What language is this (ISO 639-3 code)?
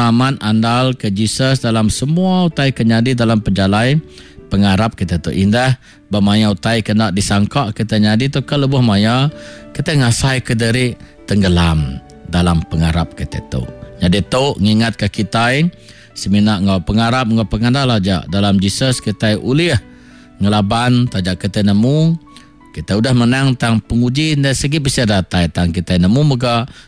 iba